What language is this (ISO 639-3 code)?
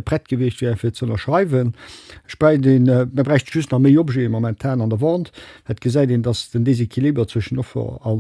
ltz